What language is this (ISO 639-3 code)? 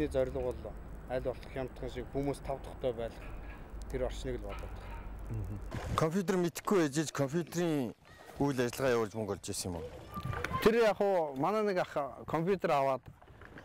mon